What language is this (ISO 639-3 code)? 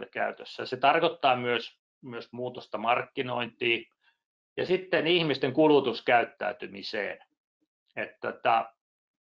fin